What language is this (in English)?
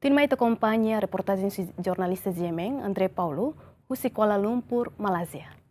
Tetum